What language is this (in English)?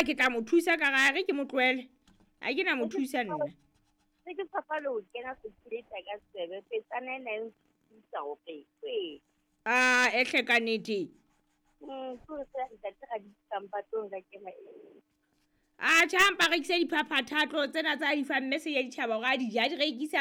Southern Sotho